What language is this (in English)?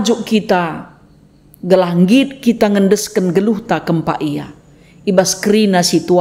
Batak Karo